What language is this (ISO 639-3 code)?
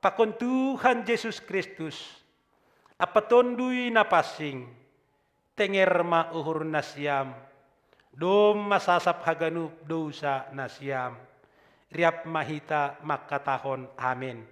bts